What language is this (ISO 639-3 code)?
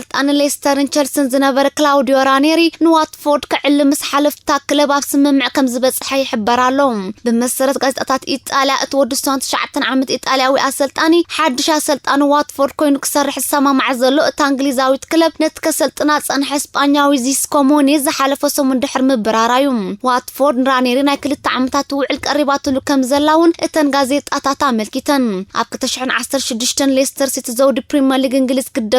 tir